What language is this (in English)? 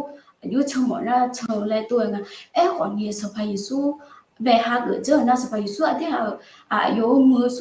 Akha